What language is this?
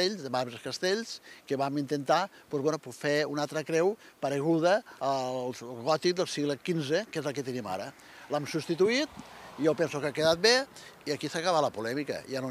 Catalan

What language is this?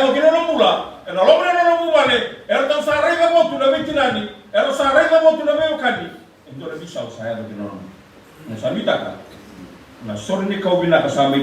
Fijian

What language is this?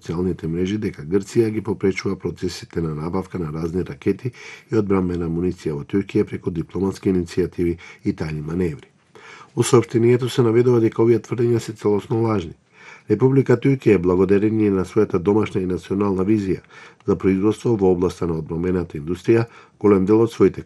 Macedonian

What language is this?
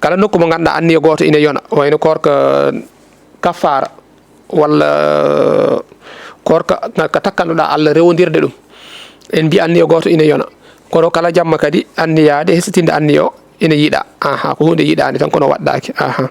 Fula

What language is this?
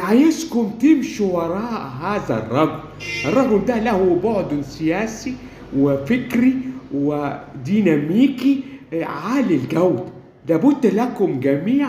Egyptian Arabic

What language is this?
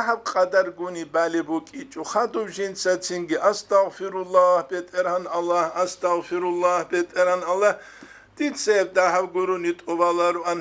Avaric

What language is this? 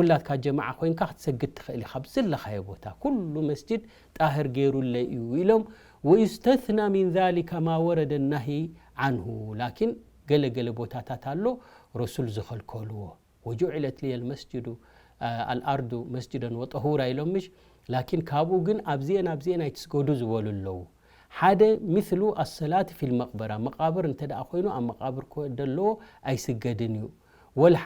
Tigrinya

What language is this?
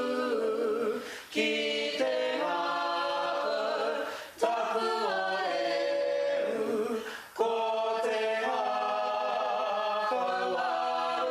Māori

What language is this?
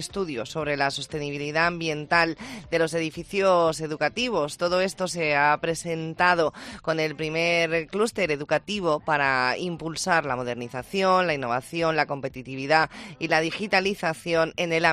Spanish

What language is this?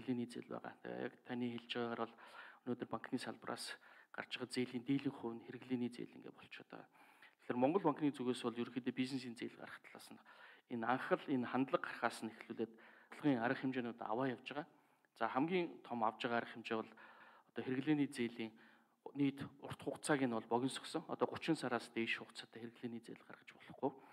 Mongolian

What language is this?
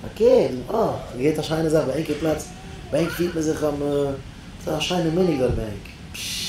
Yiddish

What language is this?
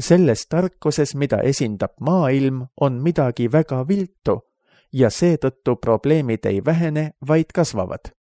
Estonian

